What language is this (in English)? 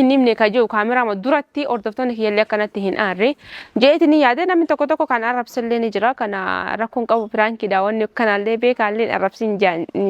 Oromo